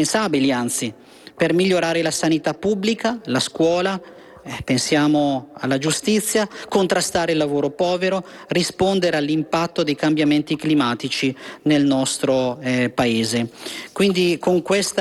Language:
Italian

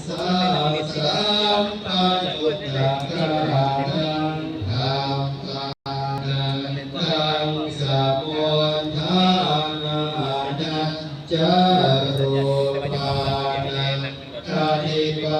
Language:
Pali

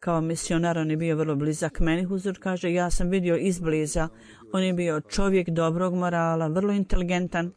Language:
Bosnian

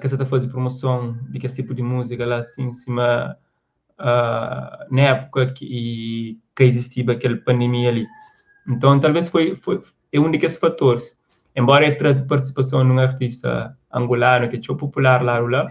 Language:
Kabuverdianu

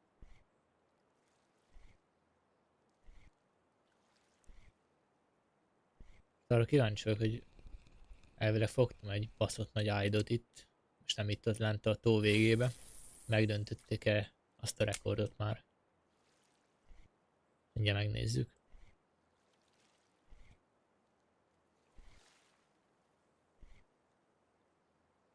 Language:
Hungarian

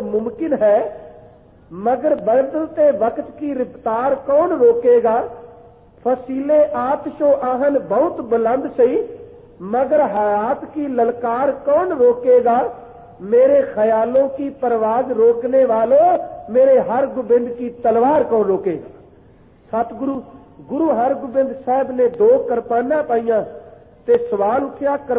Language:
Punjabi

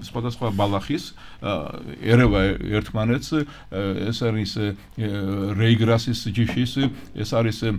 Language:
Georgian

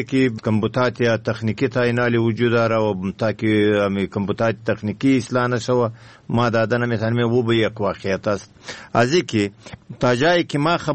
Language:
Persian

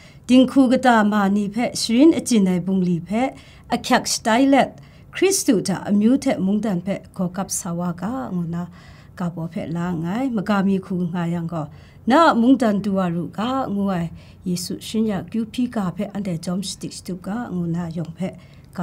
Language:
Kachin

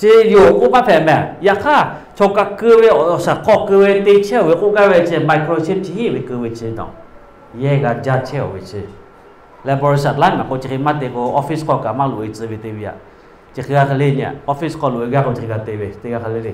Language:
Lahu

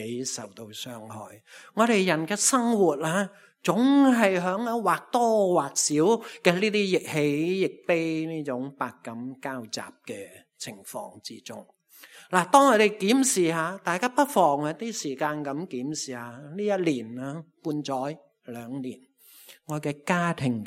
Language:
Cantonese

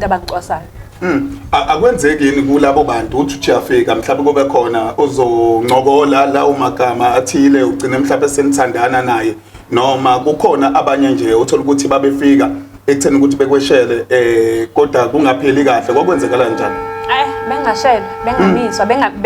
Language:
Zulu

